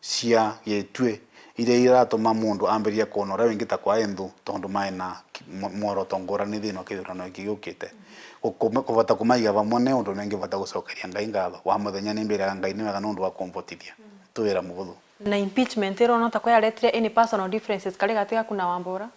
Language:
Meru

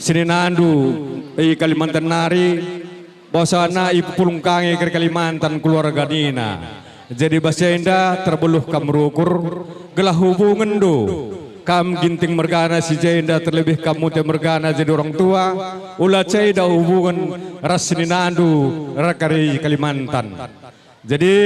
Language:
Batak Karo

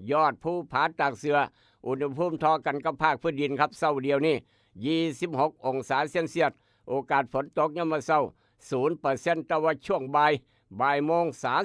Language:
Northeastern Thai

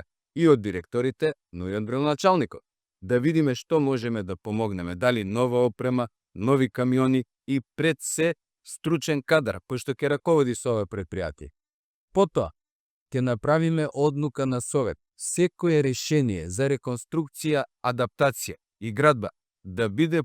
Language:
Macedonian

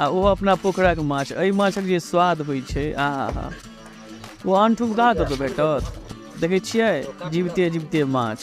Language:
Maithili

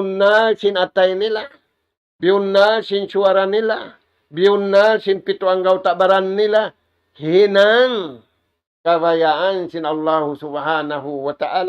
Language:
Tausug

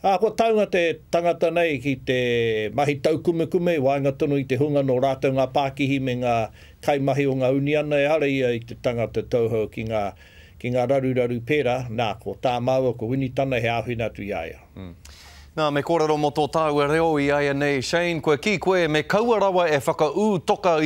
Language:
Māori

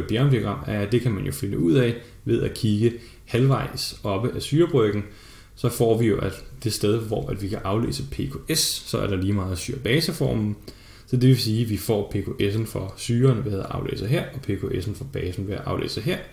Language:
Danish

